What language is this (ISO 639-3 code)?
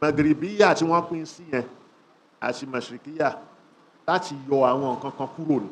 yor